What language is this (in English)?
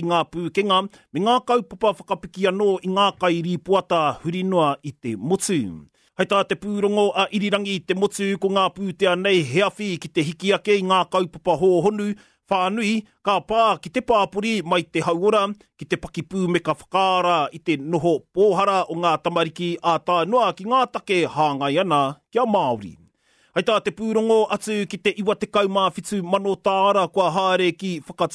Māori